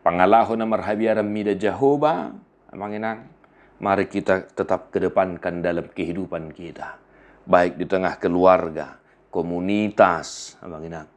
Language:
Batak Toba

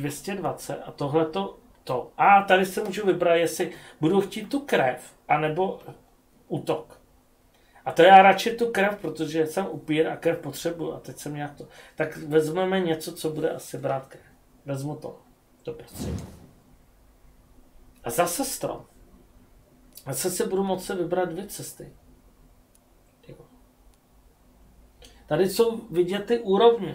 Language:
Czech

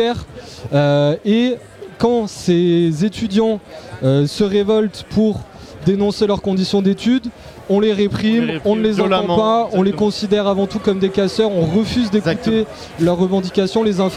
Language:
French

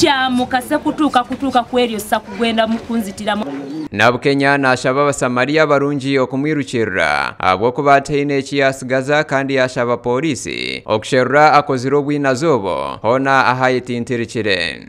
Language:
Nyankole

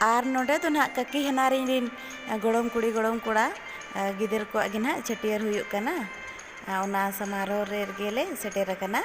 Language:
Santali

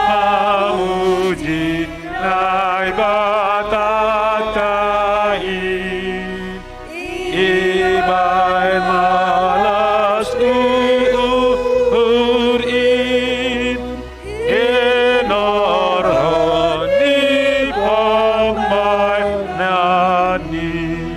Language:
Batak Simalungun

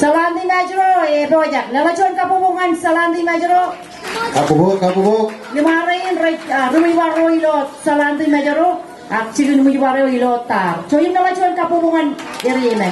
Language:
Marshallese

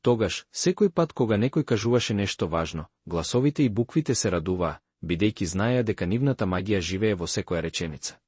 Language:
Macedonian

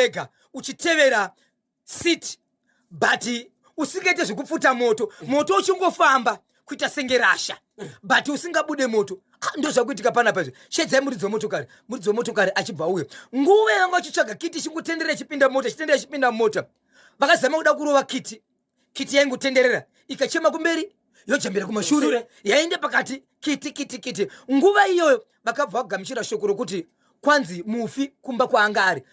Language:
Shona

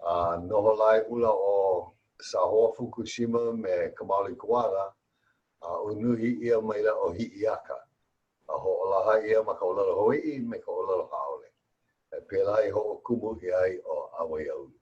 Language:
Hawaiian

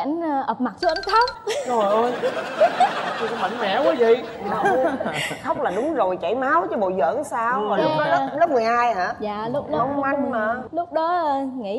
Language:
Vietnamese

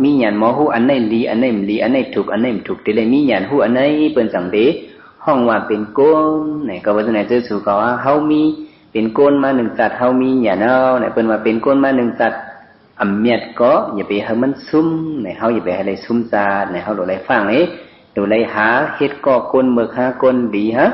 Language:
Shan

